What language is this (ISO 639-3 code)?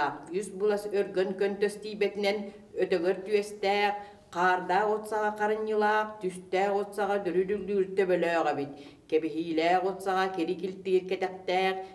sah